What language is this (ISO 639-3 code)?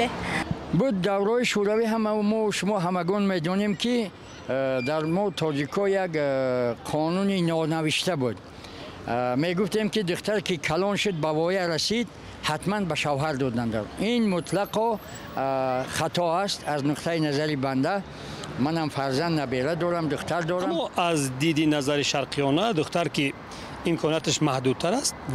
tgk